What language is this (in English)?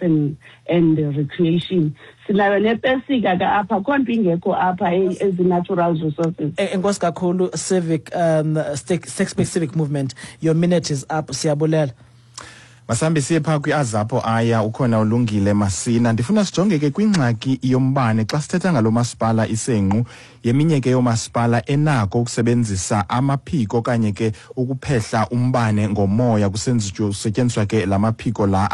Xhosa